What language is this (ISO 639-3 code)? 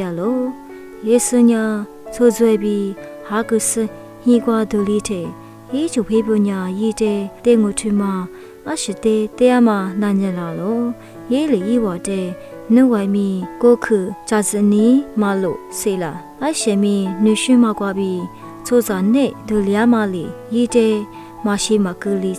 lis